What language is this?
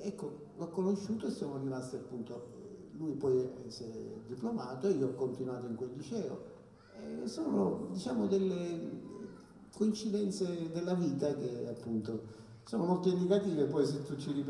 Italian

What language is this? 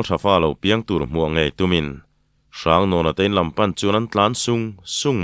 Mizo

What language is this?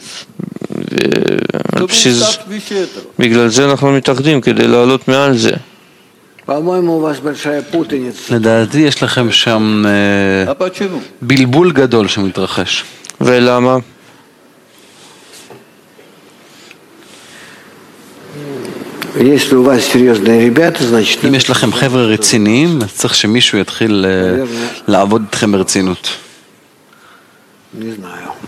Hebrew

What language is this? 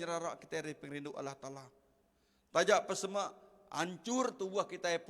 Iban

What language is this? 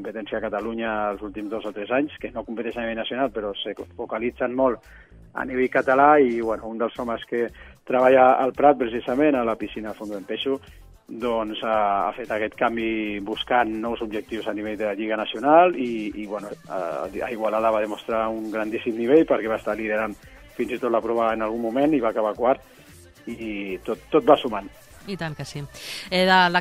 Catalan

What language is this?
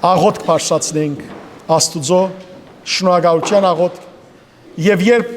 Western Armenian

